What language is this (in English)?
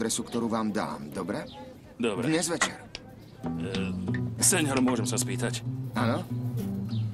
Slovak